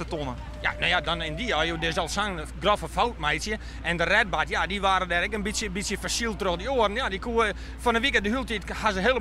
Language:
Western Frisian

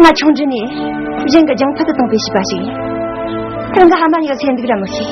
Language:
Tibetan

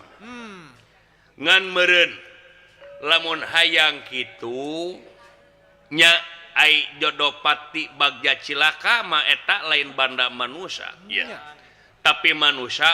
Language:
Sundanese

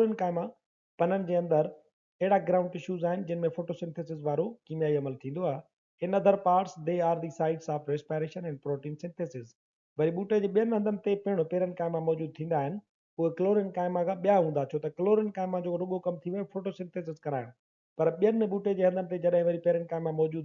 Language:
Sindhi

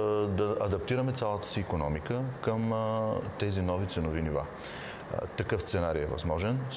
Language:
Bulgarian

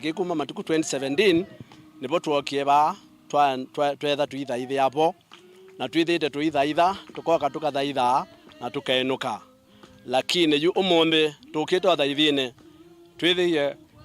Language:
Kamba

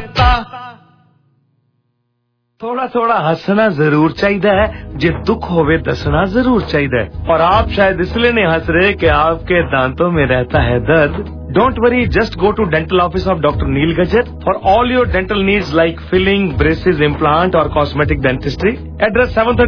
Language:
Hindi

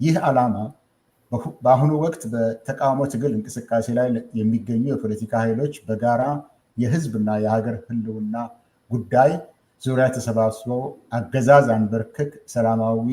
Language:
Amharic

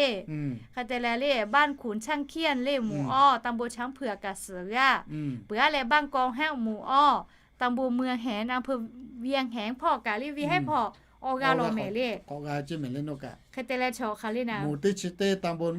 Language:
Lahu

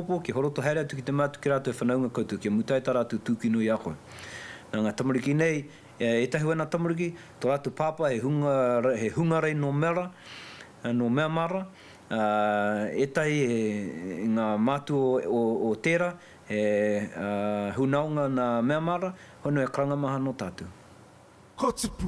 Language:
Māori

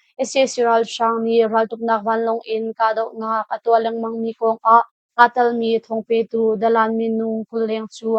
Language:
Hakha Chin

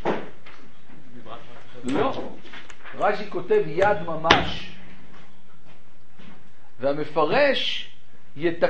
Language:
Hebrew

